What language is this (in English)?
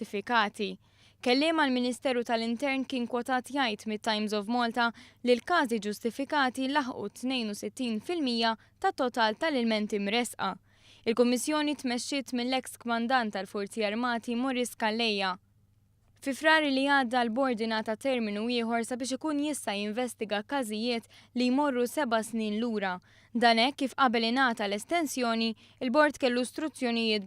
Maltese